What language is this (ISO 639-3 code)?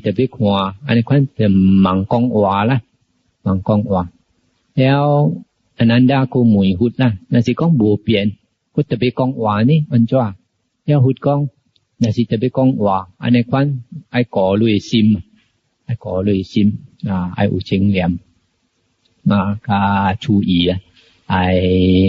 nan